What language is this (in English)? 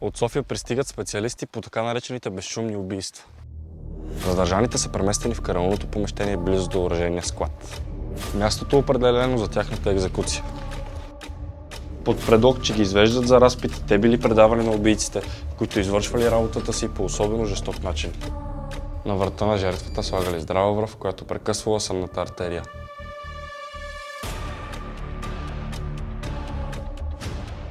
Bulgarian